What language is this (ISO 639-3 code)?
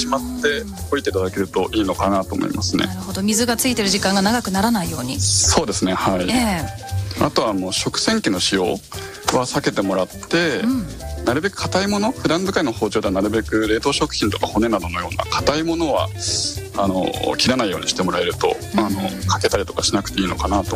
jpn